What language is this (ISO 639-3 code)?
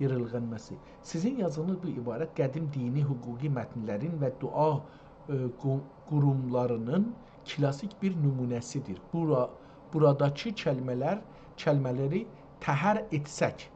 azb